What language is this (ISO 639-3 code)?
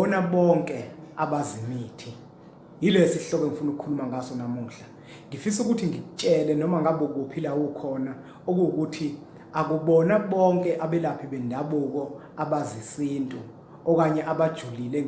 zul